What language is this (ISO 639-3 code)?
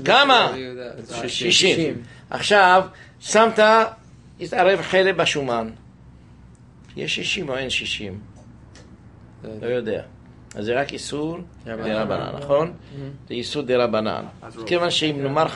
heb